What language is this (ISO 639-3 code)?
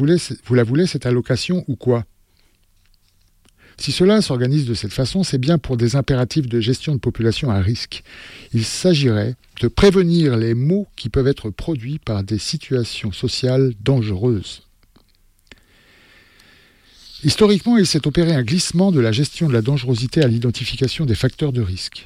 fra